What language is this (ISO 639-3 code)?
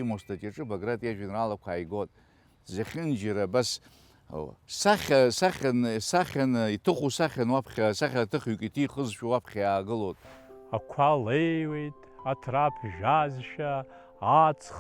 abk